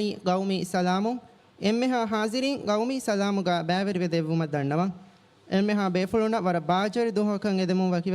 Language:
Divehi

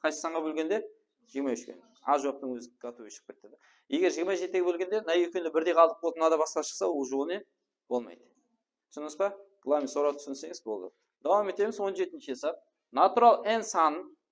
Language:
Kara-Kalpak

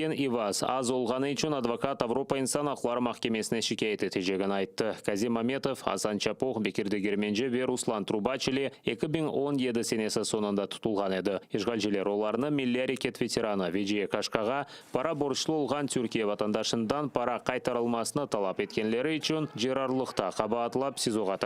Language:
Crimean Tatar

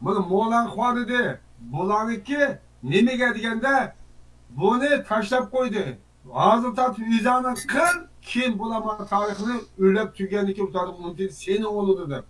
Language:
Uyghur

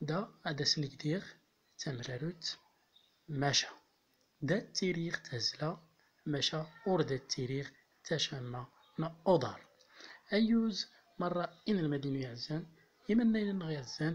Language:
Central Atlas Tamazight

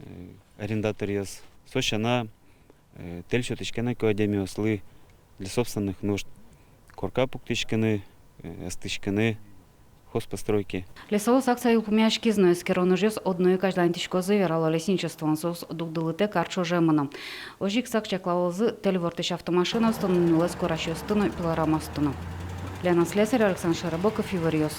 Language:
Udmurt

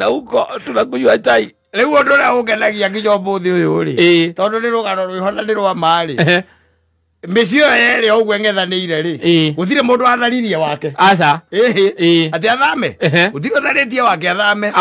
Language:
Kikuyu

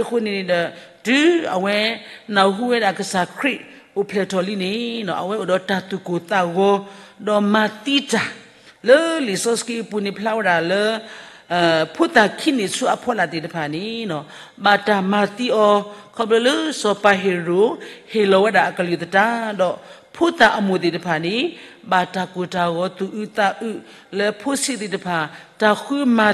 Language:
S'gaw Karen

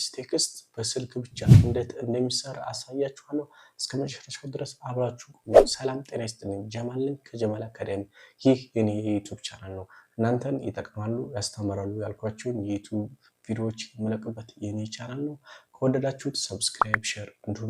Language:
Amharic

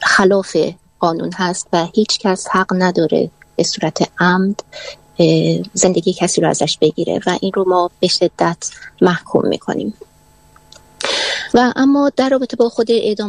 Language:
Persian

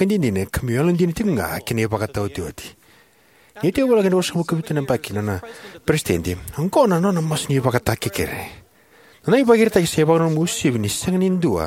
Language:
Fijian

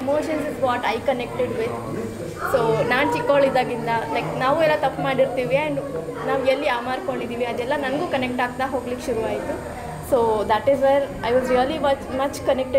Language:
Kannada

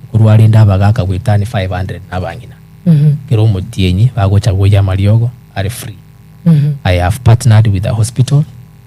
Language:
Gusii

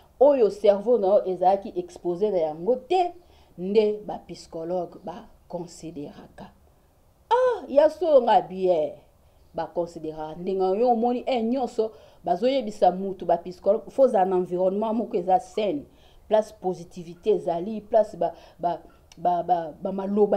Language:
Lingala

